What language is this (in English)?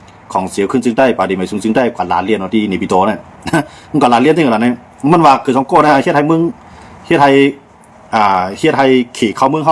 Shan